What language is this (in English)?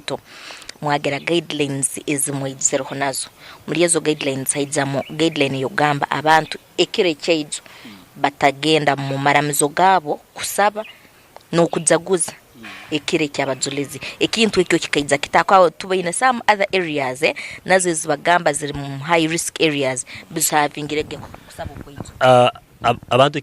Nyankole